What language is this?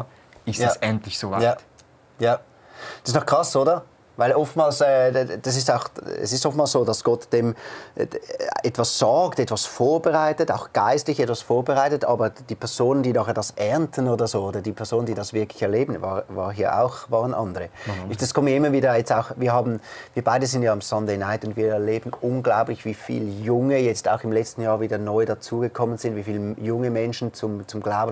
Swiss German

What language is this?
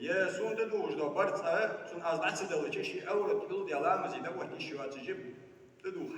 Ingush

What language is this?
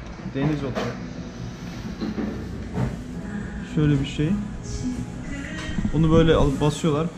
Turkish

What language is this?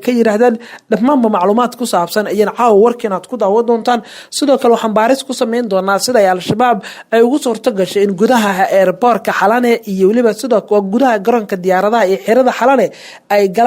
Somali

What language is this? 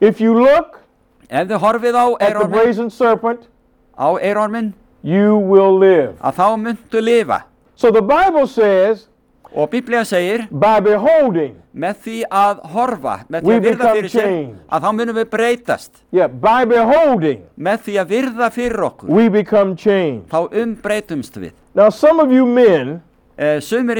Icelandic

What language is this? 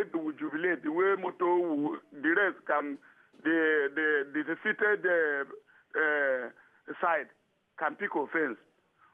Nigerian Pidgin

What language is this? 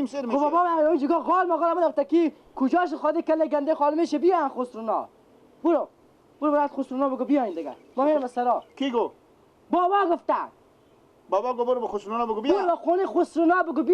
Persian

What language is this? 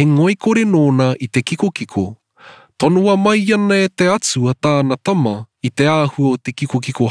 Māori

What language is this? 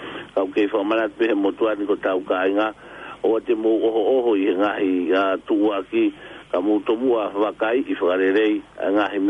Tongan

